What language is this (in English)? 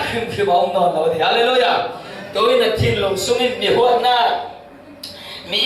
Falam Chin